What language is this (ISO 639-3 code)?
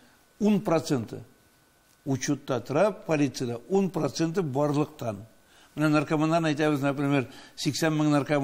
tat